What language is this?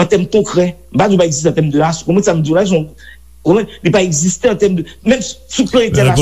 Haitian Creole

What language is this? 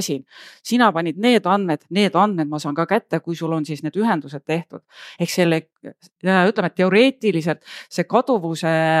Estonian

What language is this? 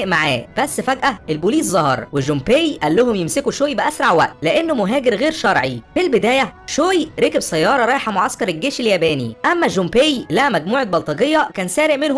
Egyptian Arabic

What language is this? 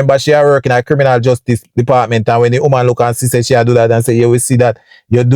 Jamaican Creole English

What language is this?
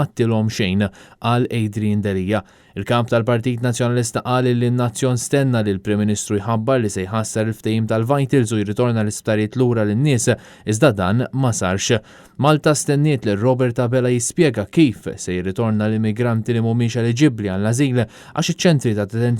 Maltese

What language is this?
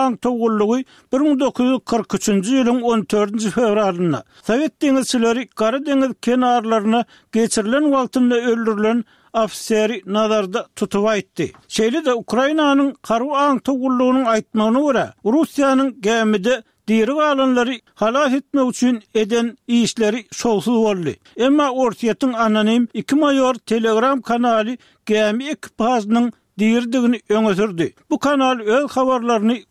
Turkmen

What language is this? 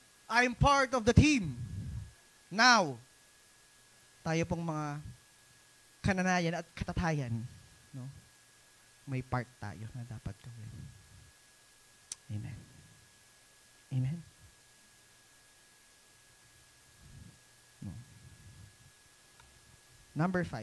Filipino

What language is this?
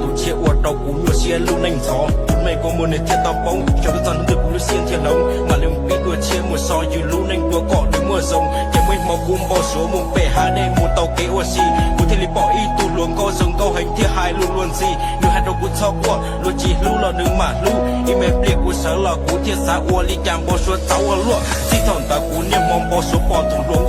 Hmong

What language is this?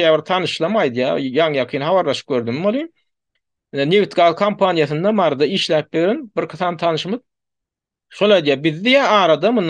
Turkmen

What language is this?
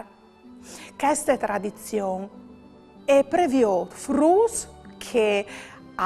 Friulian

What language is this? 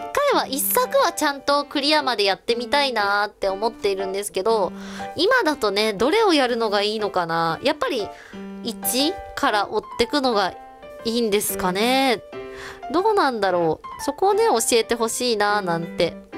Japanese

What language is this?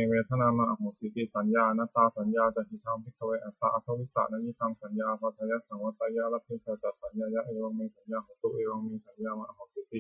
Pali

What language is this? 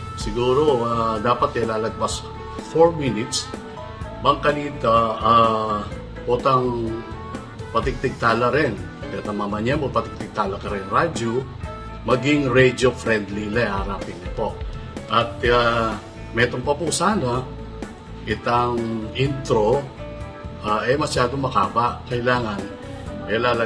Pampanga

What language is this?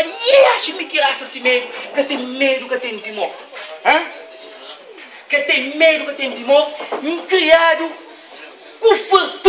Kabuverdianu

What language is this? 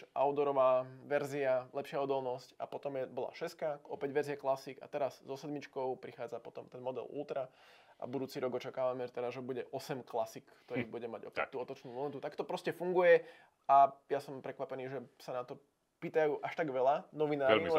Slovak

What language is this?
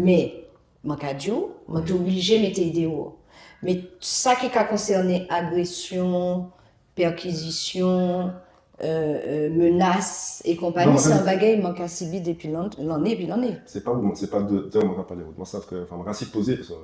Guadeloupean Creole French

